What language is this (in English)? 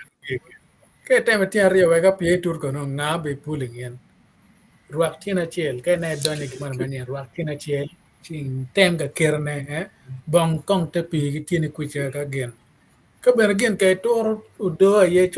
Acoli